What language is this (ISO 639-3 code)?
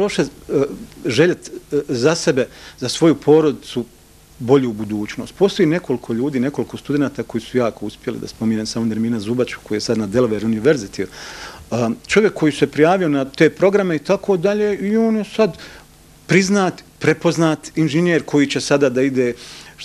bos